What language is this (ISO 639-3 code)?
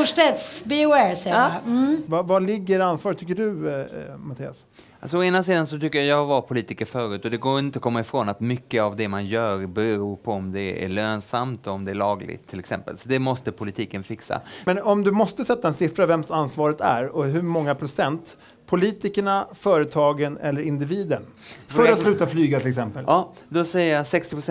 swe